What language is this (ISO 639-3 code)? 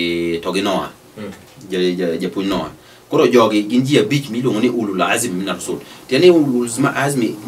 luo